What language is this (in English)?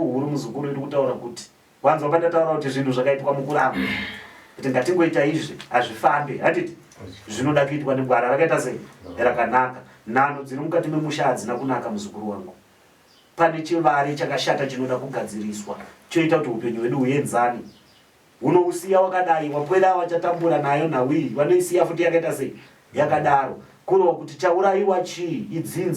Shona